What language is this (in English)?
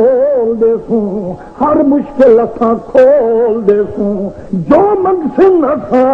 Saraiki